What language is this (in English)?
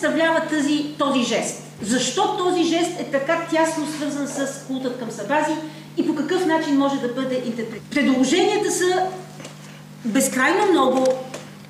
Bulgarian